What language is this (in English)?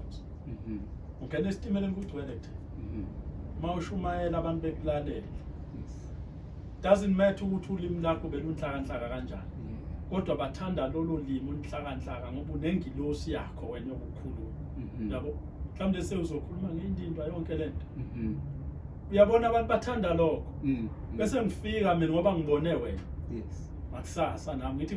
Zulu